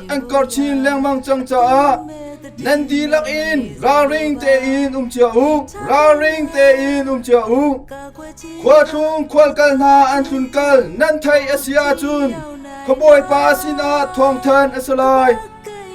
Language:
Hakha Chin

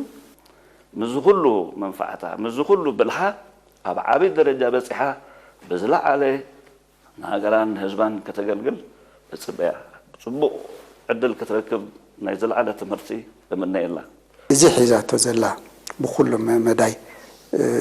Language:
Tigrinya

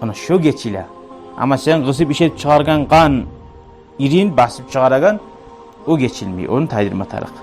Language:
Kumyk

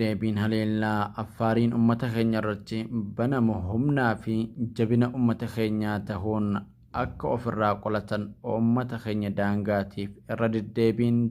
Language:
Oromo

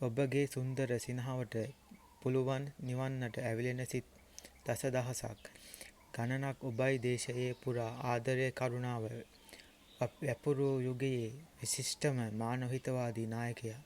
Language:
Sinhala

